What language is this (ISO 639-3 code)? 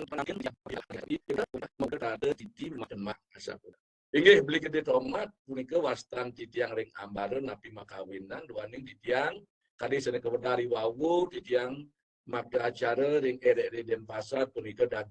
ban